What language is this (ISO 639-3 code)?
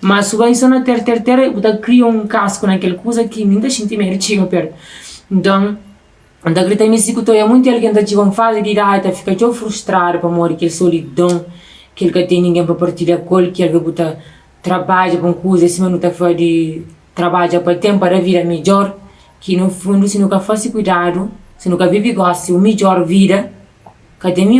kea